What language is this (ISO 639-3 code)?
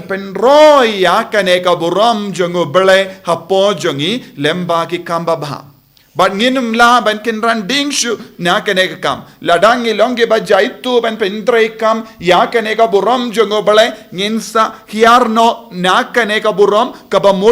kha